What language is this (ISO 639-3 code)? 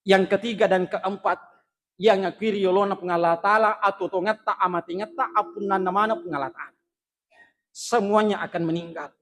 bug